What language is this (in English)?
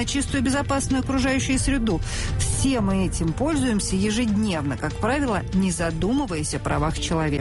Russian